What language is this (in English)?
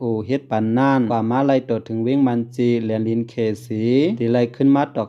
Shan